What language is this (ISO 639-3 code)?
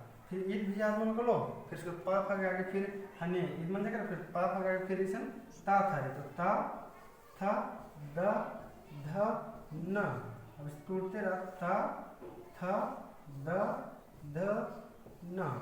kru